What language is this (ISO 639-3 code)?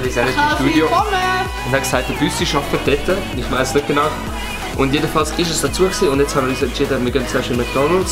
gsw